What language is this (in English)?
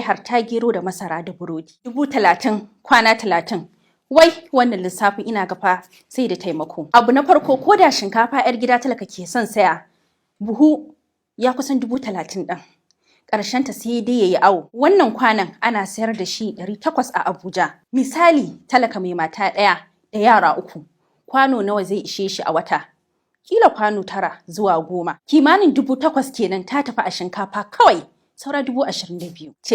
Hausa